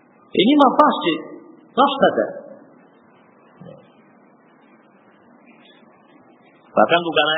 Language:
Indonesian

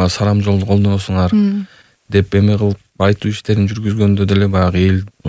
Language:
Kyrgyz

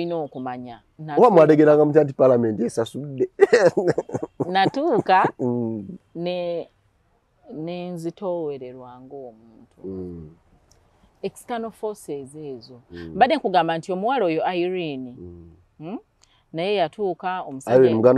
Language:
Ganda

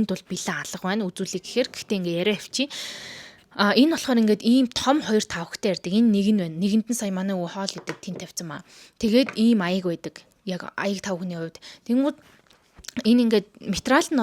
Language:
Mongolian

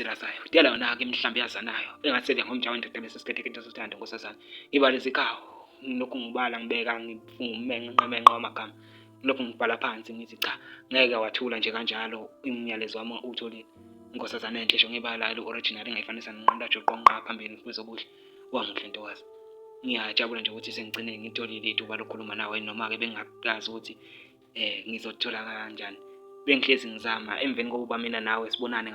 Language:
Zulu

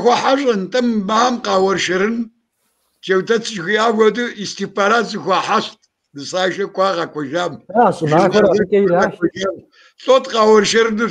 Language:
Kabardian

